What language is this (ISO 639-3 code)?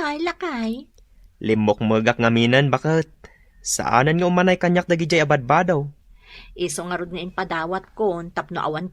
ilo